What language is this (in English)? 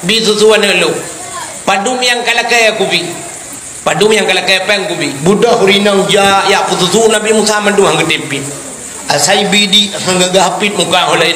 Achinese